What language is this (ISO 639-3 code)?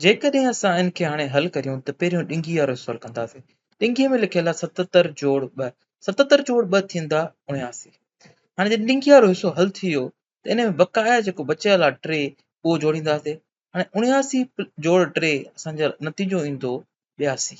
snd